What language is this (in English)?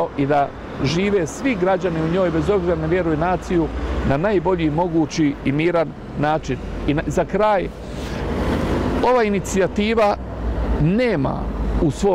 Bosnian